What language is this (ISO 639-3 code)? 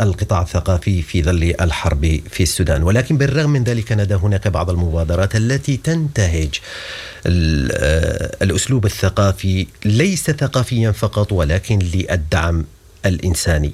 apd